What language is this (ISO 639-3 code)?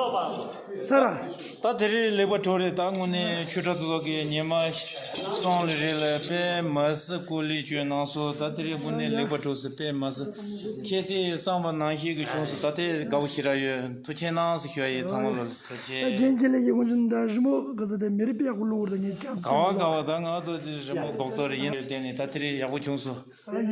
bod